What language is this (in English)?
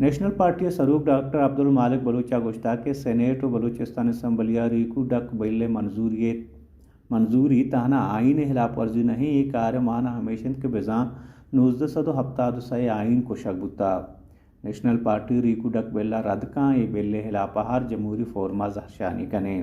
Baluchi